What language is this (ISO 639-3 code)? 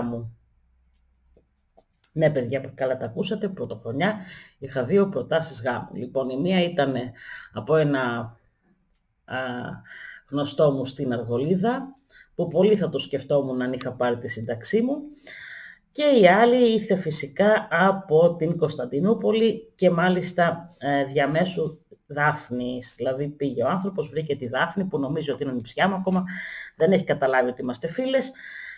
ell